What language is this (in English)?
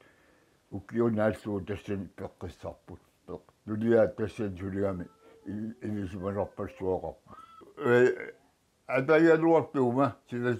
Kalaallisut